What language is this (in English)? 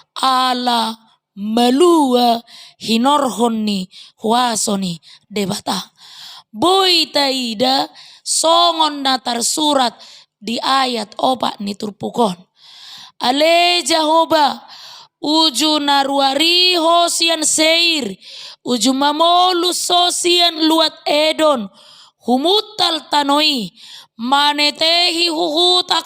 Batak Toba